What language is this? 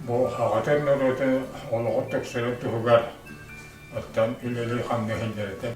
Yakut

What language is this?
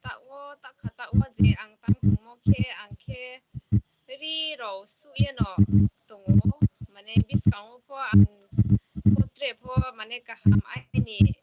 Riang (India)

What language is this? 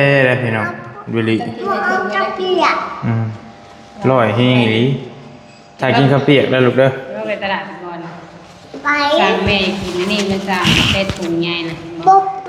Northeastern Thai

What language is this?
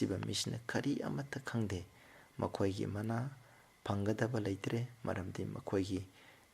Manipuri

